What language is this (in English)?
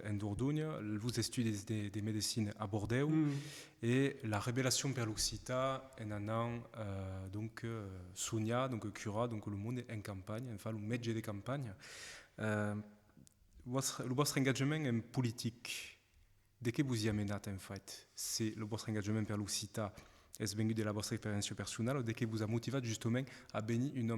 Occitan